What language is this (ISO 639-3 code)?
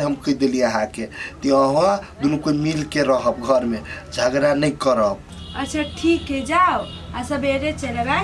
mai